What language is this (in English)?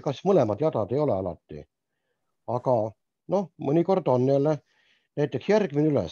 Estonian